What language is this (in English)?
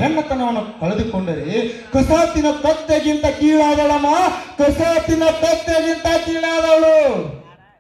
Kannada